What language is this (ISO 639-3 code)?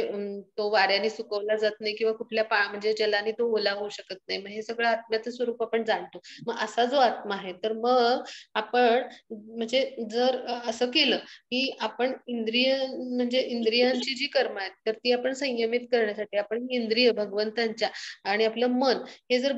mar